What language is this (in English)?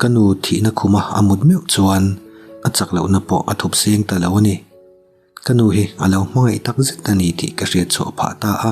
Mizo